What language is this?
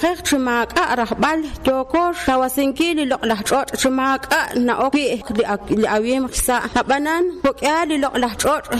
Kekchí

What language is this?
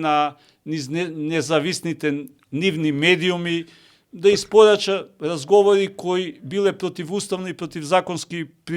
Macedonian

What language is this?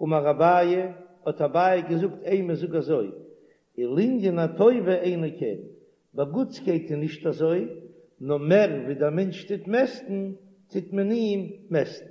Yiddish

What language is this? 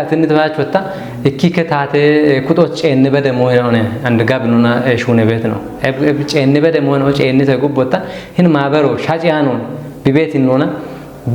Kafa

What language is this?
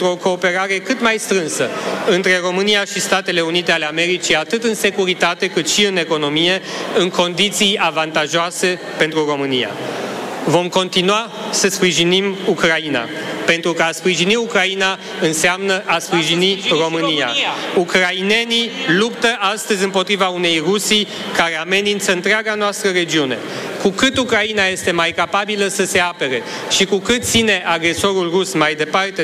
Romanian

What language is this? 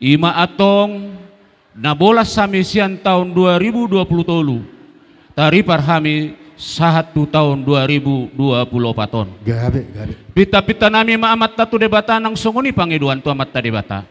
Batak Toba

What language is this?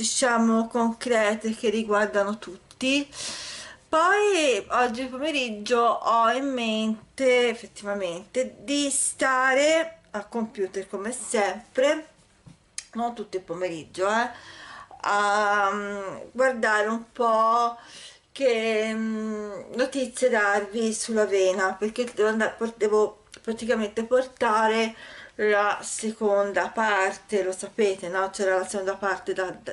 Italian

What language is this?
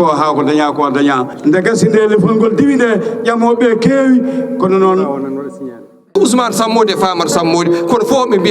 Fula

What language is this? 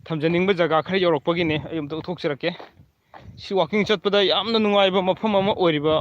Manipuri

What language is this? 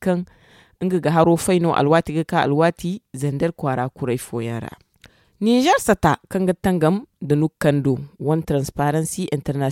Zarma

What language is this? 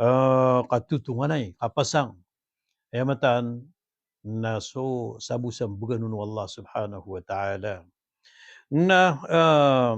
Maranao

